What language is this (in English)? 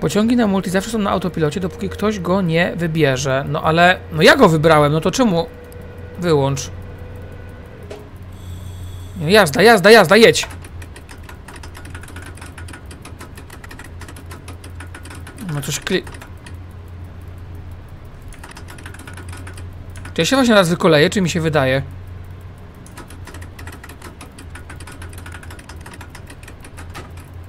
Polish